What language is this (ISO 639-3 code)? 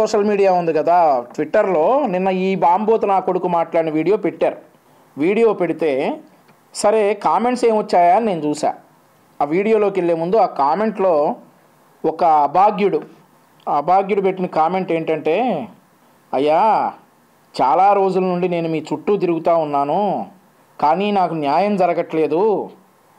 tel